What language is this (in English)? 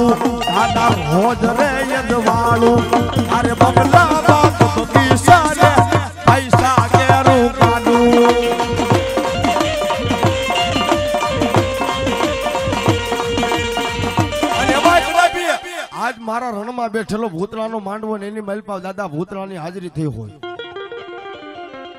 Gujarati